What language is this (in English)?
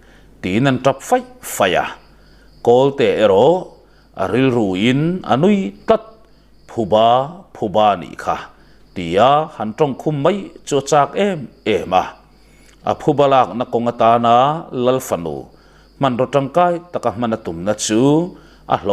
Mizo